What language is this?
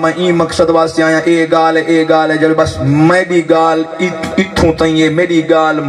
Saraiki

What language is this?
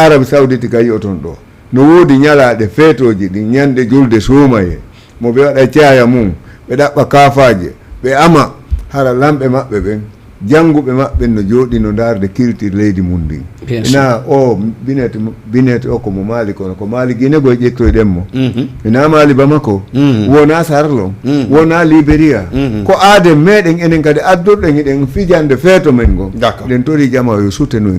Fula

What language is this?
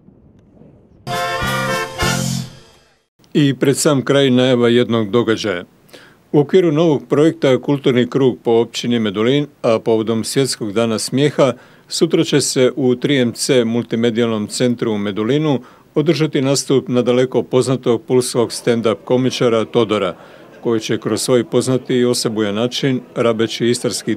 Croatian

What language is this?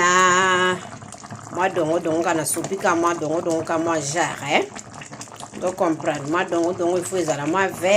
Lingala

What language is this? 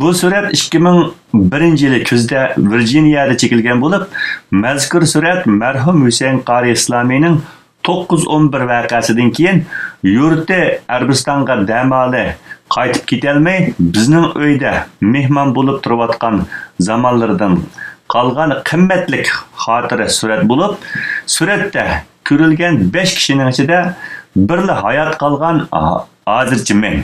Uyghur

